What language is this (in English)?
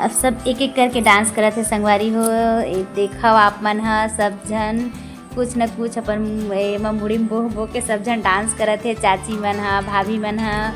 Chhattisgarhi